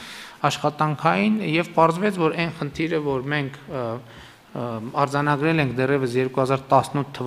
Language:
Armenian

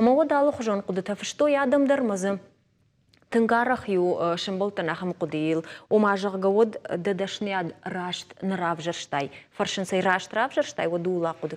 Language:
Ossetic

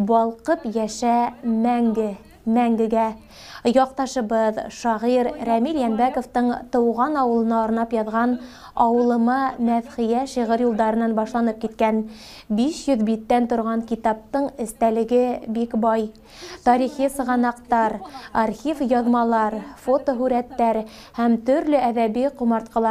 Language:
Bashkir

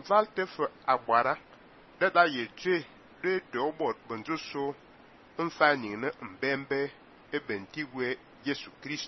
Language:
Fang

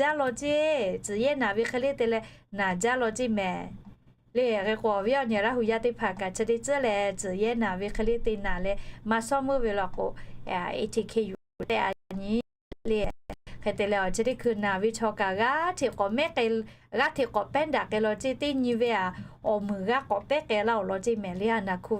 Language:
Lahu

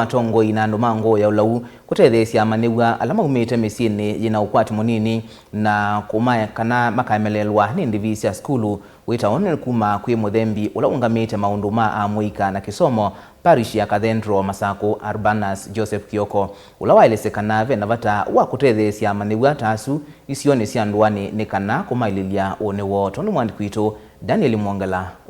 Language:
Kamba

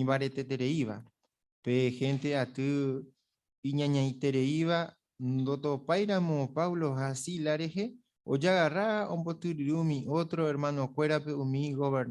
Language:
Guarani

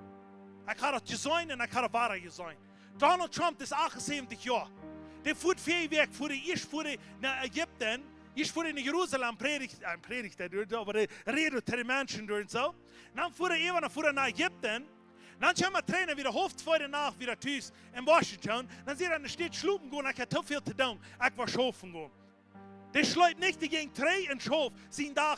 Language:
Plautdietsch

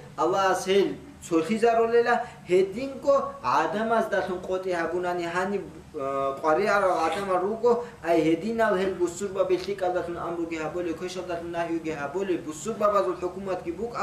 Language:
Avaric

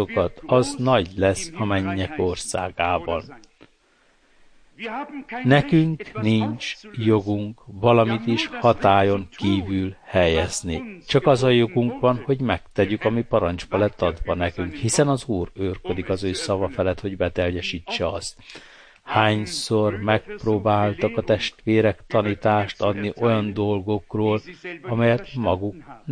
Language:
Hungarian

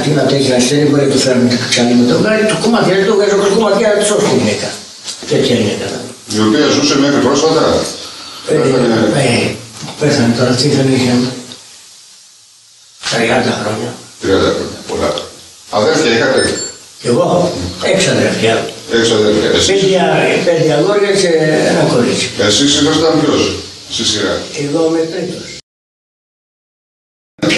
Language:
Greek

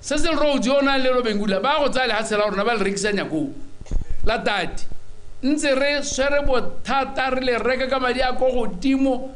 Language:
Tswana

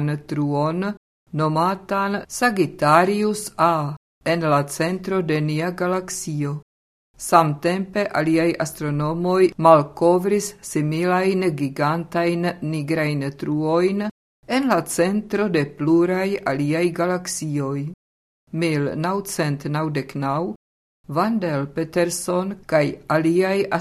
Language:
Esperanto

